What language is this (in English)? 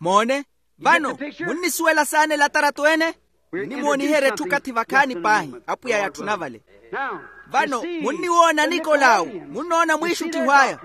Makhuwa